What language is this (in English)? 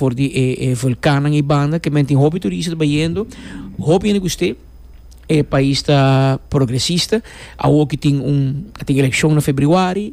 Papiamento